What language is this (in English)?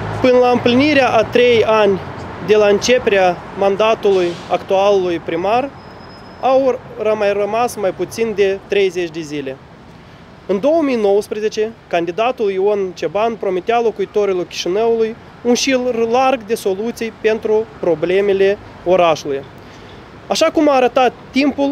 Romanian